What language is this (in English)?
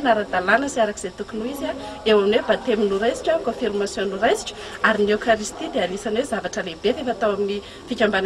Malagasy